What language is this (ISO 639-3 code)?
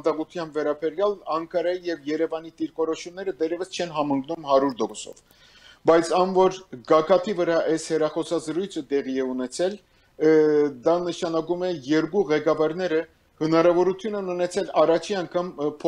hye